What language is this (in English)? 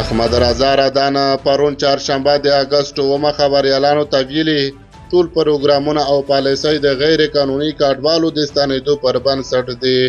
Pashto